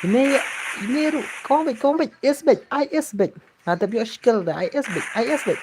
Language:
Khasi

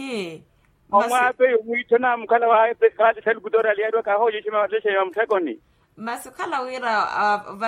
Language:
Makhuwa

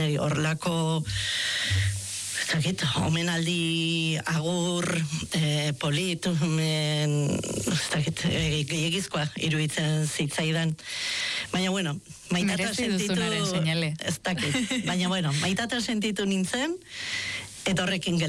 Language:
Basque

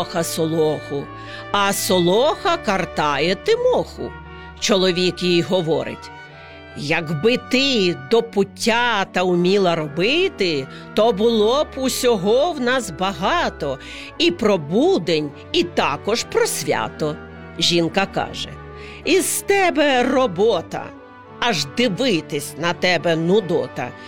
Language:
Ukrainian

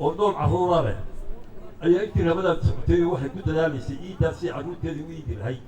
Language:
Somali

